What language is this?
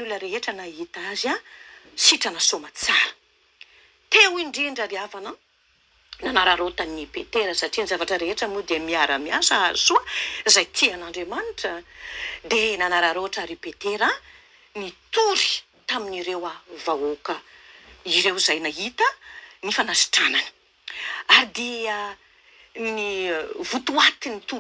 Malagasy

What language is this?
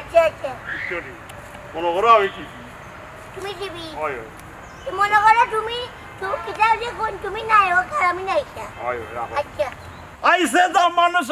Sylheti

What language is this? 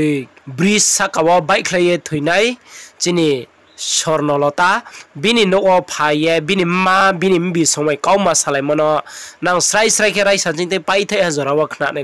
Riang (India)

